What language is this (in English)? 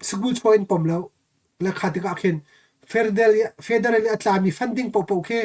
Hakha Chin